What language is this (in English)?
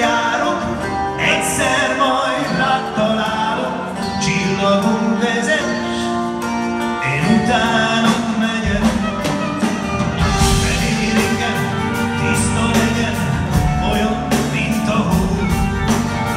Hungarian